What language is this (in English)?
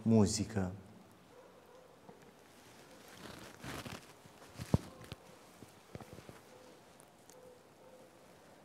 Romanian